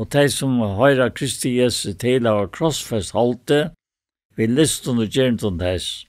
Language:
Faroese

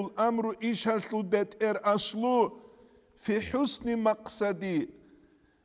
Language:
Avaric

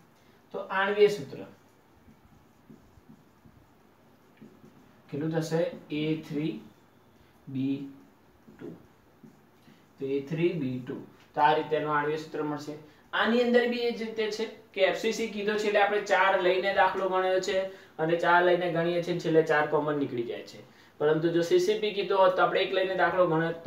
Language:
Gujarati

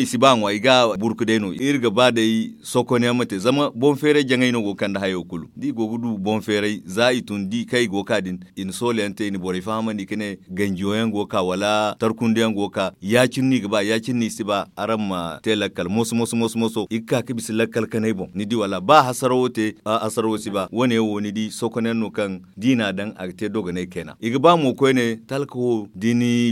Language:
Zarma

